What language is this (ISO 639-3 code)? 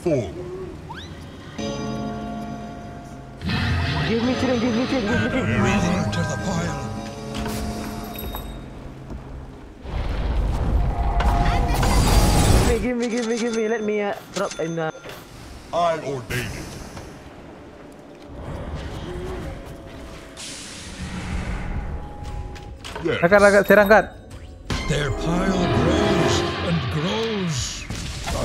msa